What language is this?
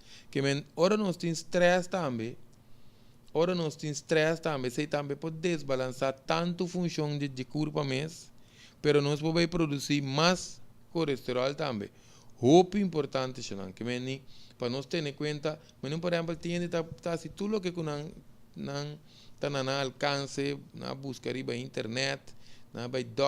Papiamento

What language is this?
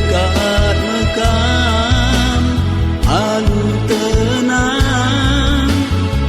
Batak Karo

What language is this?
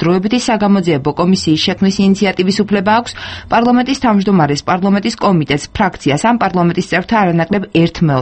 Georgian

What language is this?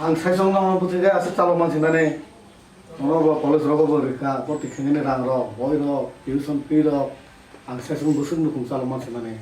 Kok Borok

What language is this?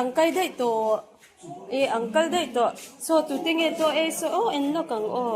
Mizo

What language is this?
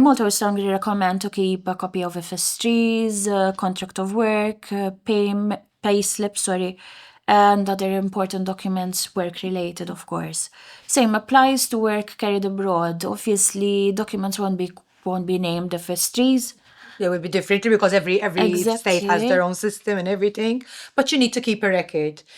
English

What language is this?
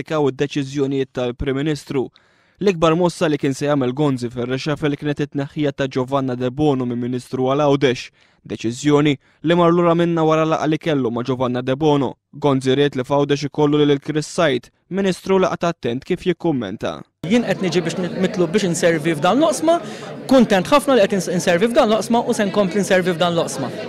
Maltese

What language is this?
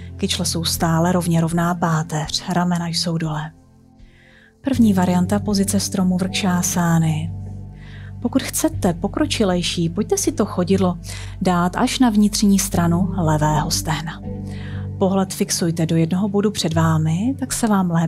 Czech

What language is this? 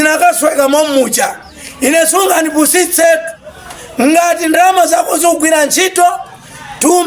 Nyanja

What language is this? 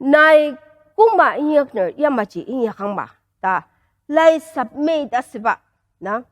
Ao Naga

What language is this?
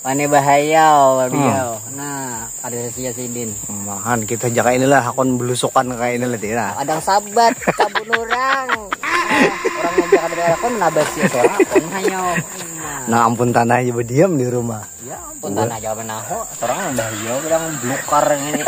Banjar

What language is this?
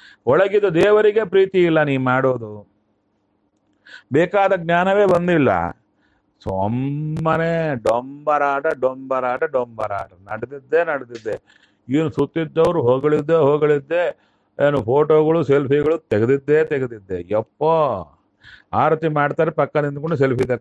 Kannada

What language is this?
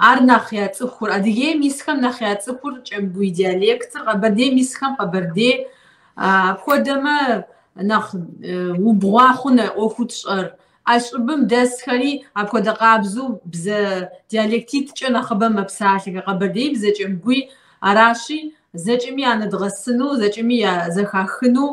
Kabardian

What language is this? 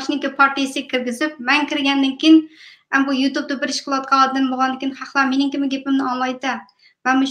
Uyghur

